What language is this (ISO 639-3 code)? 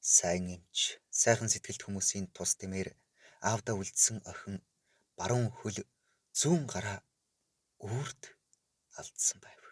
mon